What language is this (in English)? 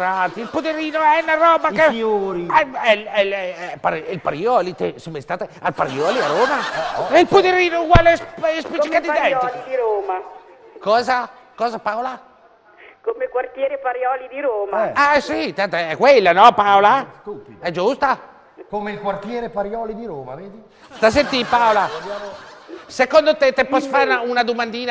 Italian